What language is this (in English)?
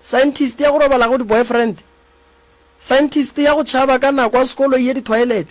Northern Sotho